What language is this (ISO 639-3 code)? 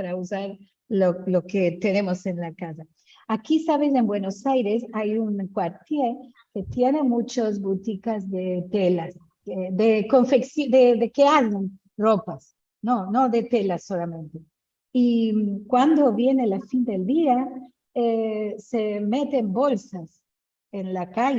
lad